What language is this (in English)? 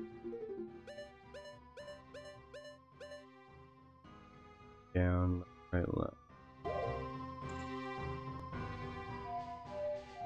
English